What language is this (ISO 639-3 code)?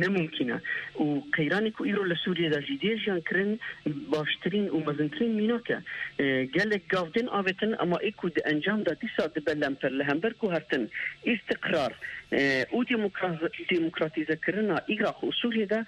kur